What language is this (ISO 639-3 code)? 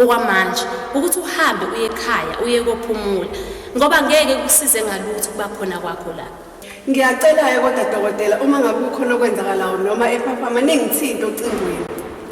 zul